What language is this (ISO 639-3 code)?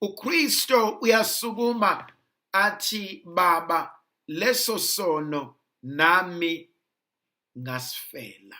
zul